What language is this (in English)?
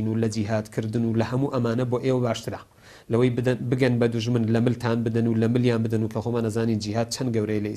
Central Kurdish